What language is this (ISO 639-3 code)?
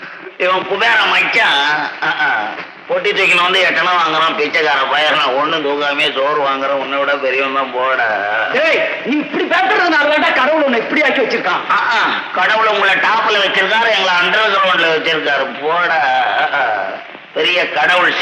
tam